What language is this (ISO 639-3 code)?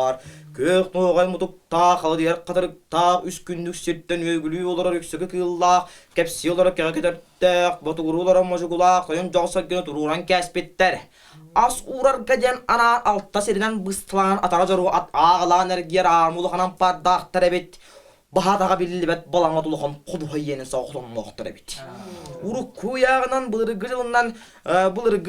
sah